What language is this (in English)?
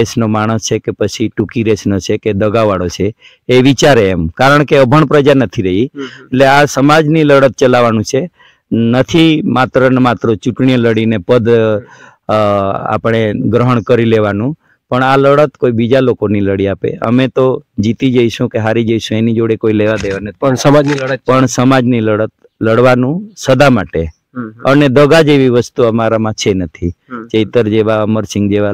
Gujarati